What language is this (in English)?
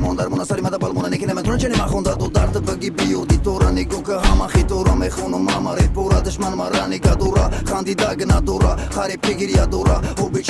Tajik